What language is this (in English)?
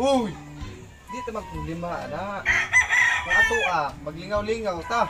Cebuano